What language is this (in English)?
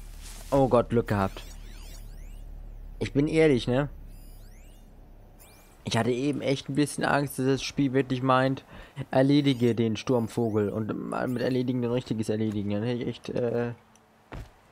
German